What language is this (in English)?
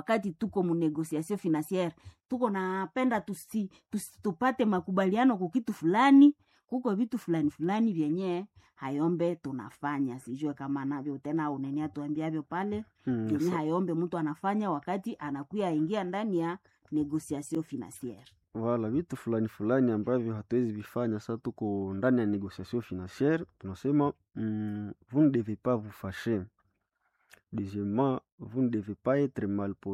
Swahili